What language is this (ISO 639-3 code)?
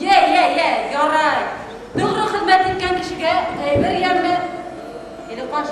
bak